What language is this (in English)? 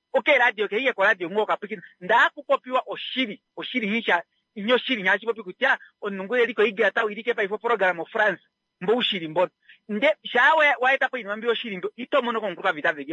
Kuanyama